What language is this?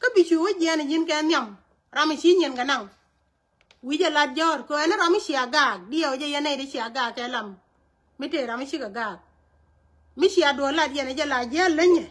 Nuer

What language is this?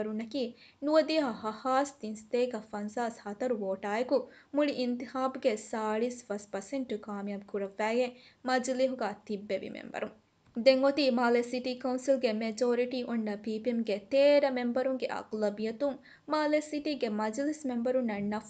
Divehi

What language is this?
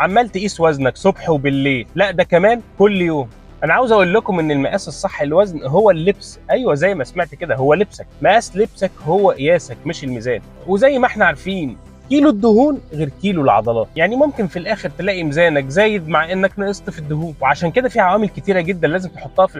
Egyptian Arabic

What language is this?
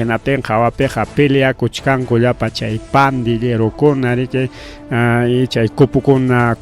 Ayacucho Quechua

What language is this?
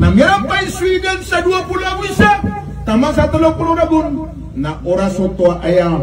Maranao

